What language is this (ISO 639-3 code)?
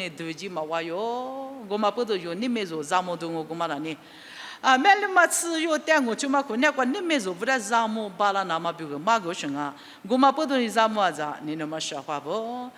lis